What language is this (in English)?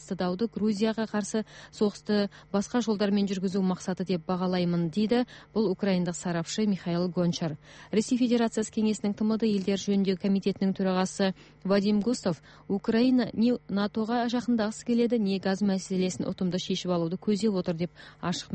Kazakh